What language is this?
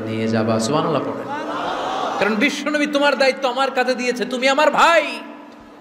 Bangla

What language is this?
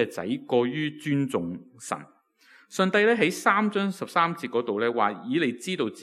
Cantonese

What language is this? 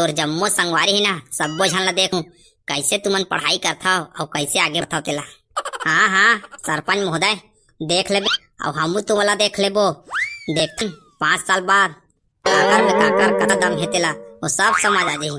Chhattisgarhi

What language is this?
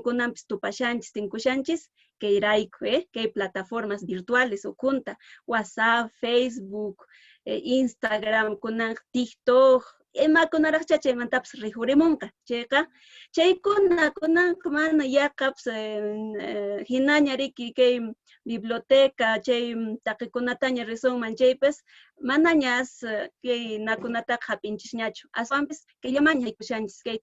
Quechua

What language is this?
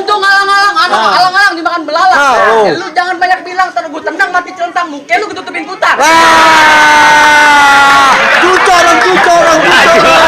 Betawi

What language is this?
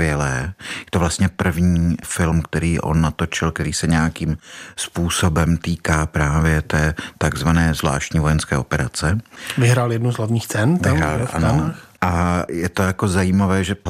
Czech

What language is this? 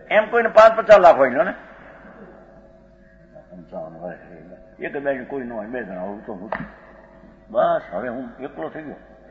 Gujarati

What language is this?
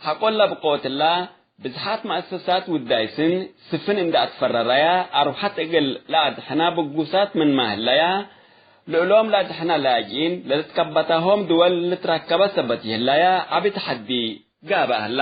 Tigre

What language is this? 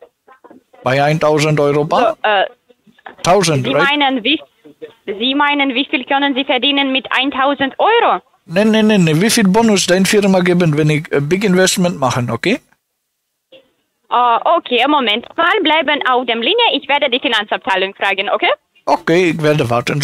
German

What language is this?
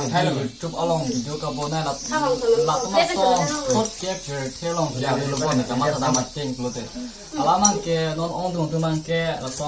Karbi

